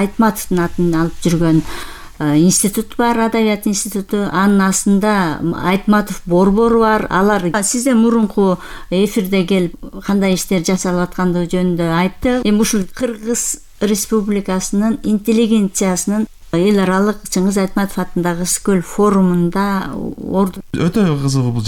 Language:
Kyrgyz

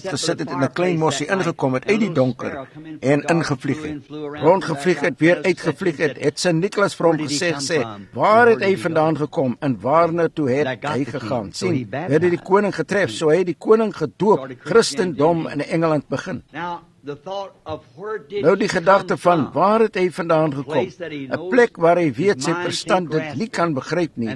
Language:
Afrikaans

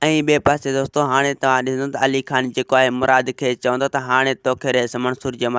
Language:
Sindhi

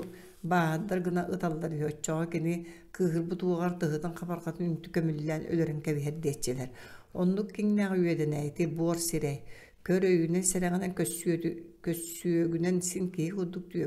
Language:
Yakut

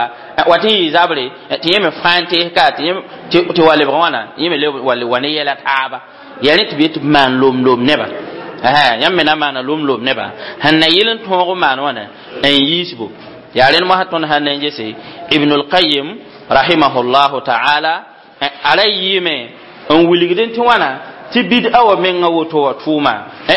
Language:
Mossi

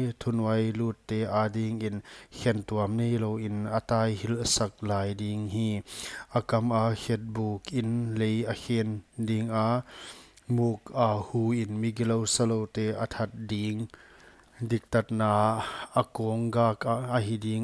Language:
Paite Chin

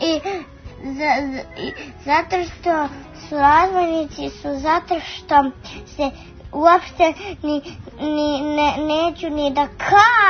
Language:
Serbian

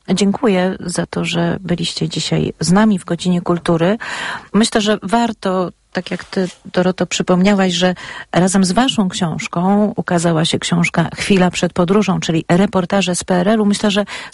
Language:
Polish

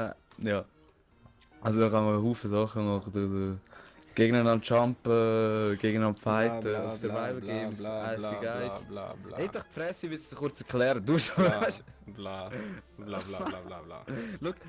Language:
Swiss German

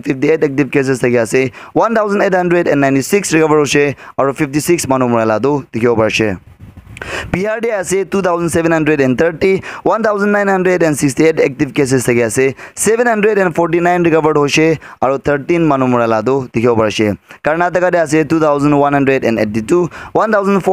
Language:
Naga Pidgin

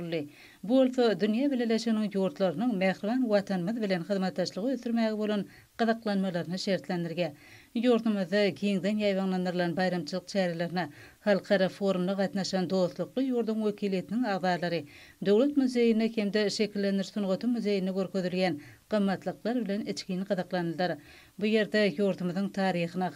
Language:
Turkmen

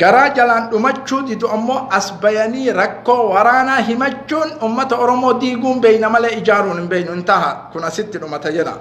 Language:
Oromo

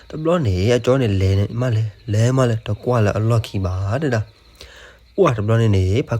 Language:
S'gaw Karen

